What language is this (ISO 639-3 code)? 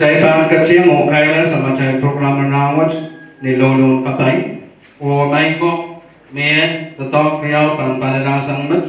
pon